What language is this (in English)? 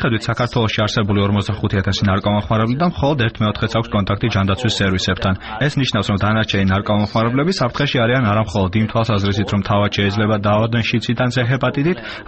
Georgian